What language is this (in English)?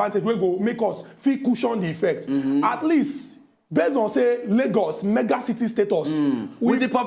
Nigerian Pidgin